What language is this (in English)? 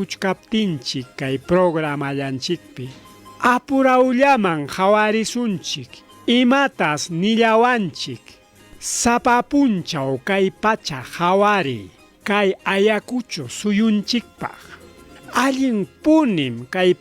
Ayacucho Quechua